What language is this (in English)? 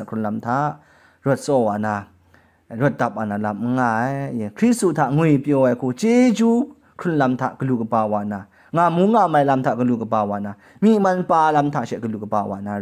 Kachin